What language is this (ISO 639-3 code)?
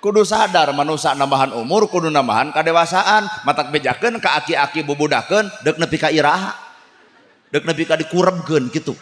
sun